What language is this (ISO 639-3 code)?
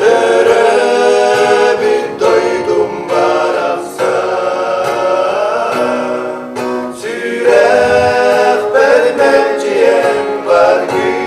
sah